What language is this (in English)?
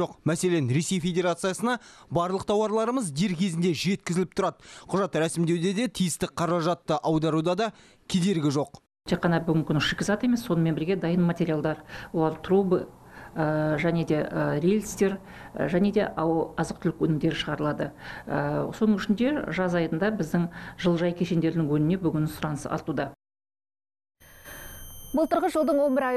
Kazakh